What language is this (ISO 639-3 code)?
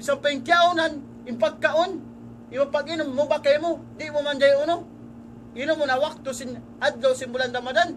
tsg